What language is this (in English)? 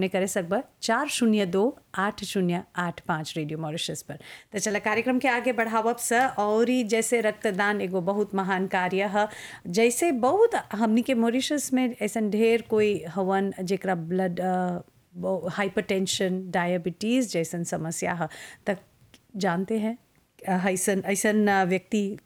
Bhojpuri